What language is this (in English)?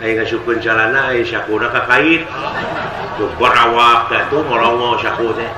Sundanese